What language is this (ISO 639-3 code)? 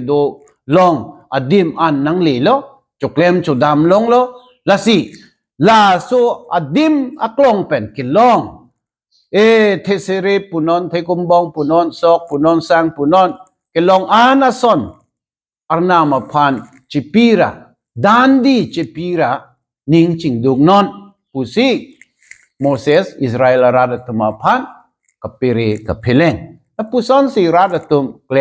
mjw